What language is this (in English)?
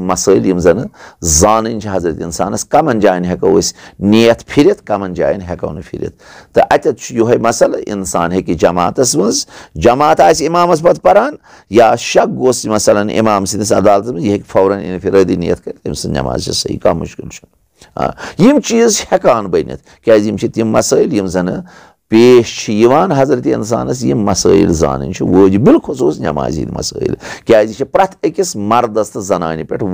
Kashmiri